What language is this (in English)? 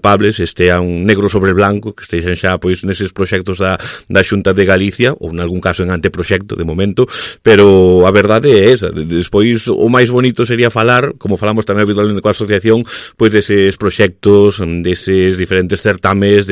Galician